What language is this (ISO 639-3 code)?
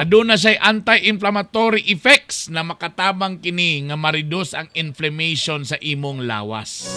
ceb